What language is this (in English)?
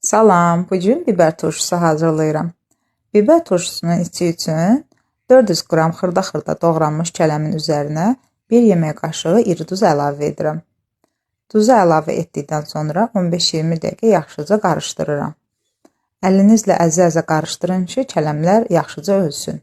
Azerbaijani